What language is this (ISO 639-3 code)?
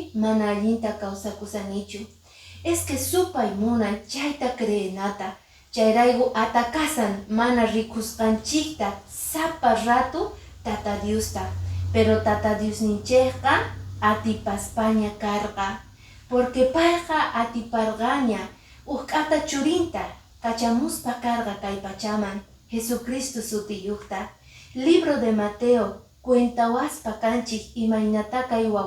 que